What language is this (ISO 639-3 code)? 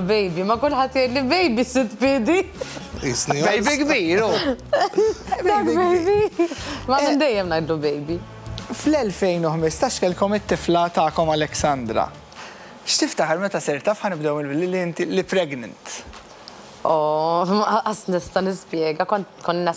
mlt